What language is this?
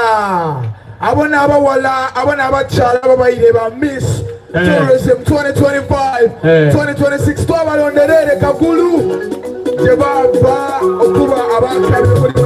Soga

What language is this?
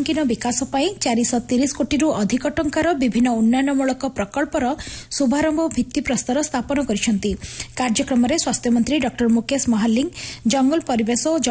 Odia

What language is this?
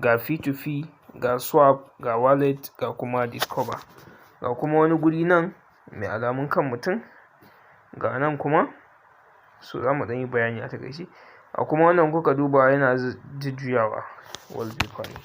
Hausa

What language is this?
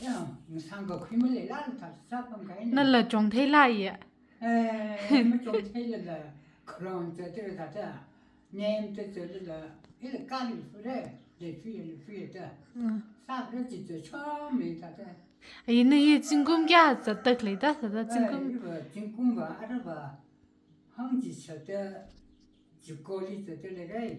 Tangkhul Naga (India)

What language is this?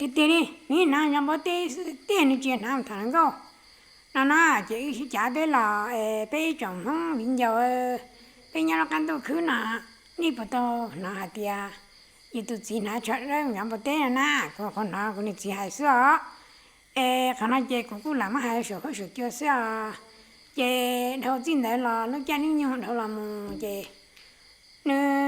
Hmong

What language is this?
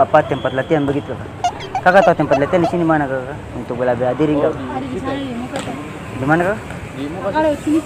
Ambonese Malay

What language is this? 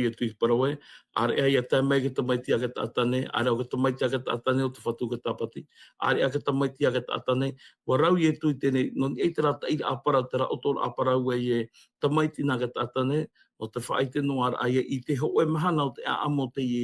Tahitian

